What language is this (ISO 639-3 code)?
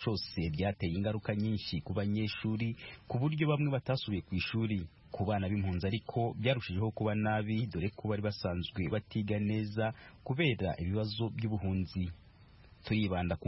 kin